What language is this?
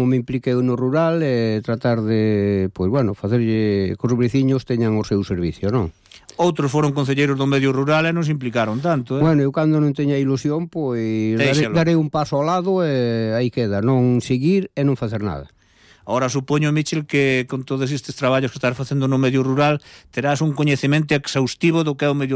Galician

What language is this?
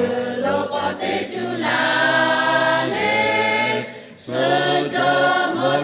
Lahu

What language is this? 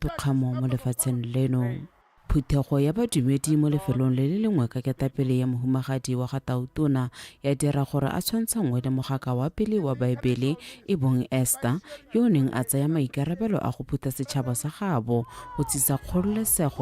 Tswana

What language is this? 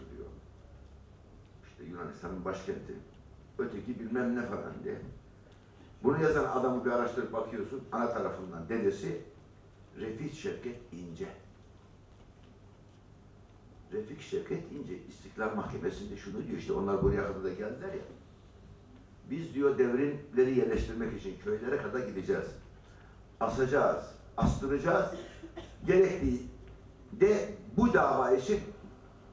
Turkish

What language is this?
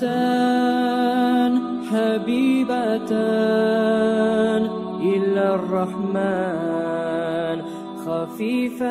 Kumyk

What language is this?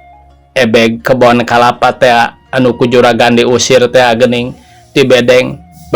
Sundanese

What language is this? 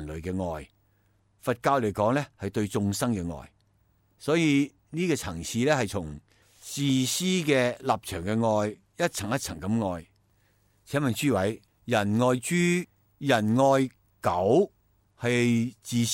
Cantonese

